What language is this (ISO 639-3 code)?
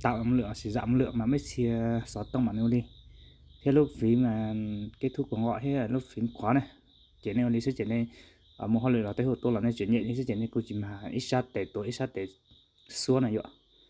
hmn